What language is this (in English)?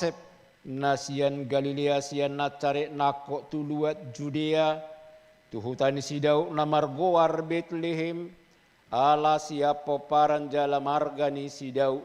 Batak Toba